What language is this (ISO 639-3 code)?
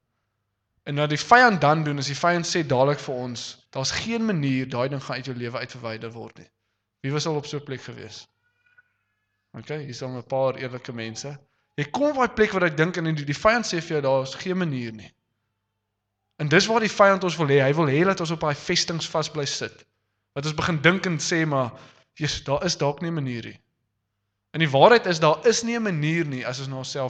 afr